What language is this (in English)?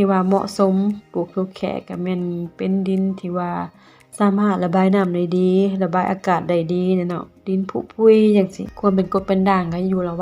Lao